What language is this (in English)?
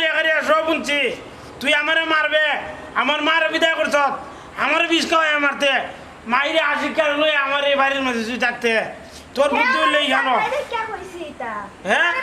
Sylheti